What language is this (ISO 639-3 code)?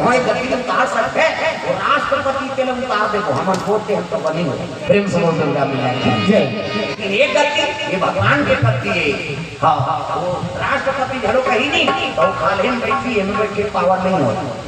hne